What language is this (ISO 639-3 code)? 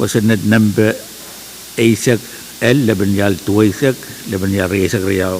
pon